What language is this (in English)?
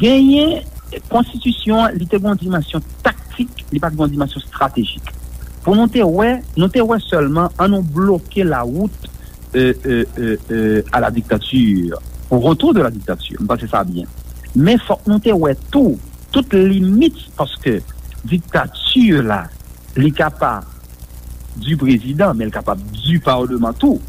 Haitian Creole